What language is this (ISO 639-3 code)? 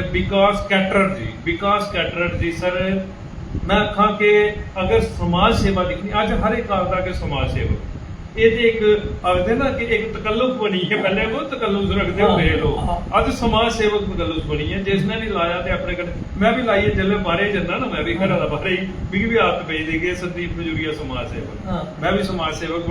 doi